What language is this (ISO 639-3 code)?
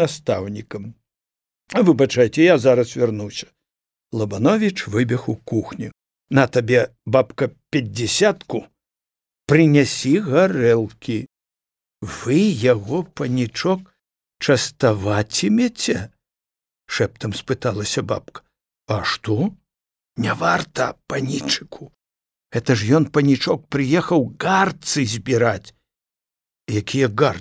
bel